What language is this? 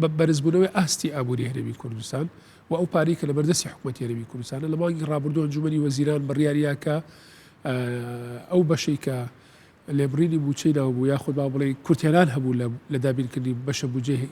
Central Kurdish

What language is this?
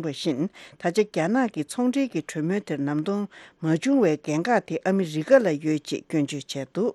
Tibetan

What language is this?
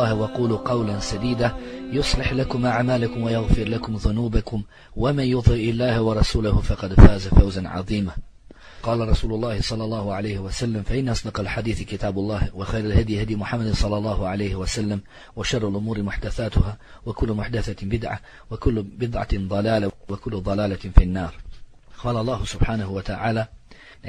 Bosnian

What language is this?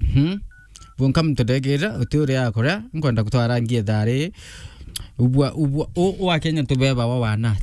Meru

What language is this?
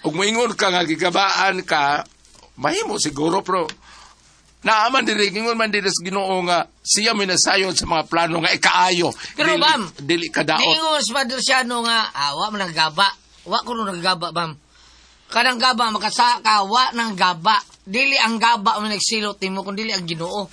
Cebuano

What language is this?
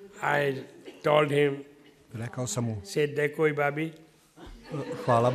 Serbian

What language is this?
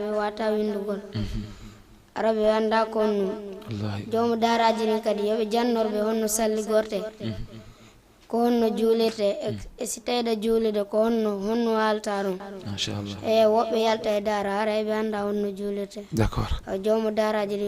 Fula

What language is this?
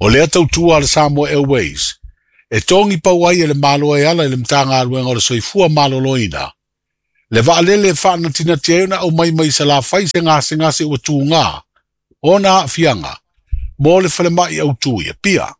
Samoan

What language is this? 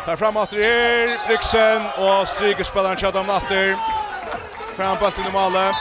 Faroese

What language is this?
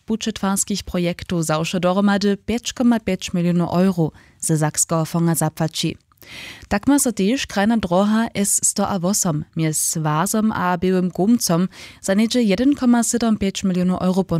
Upper Sorbian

